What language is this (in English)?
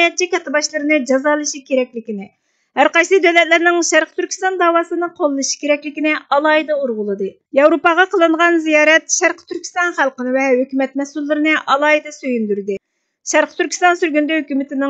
Uyghur